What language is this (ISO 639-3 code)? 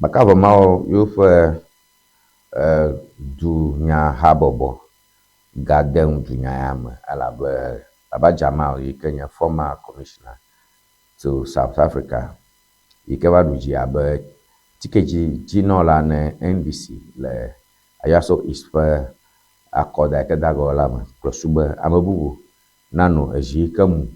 ewe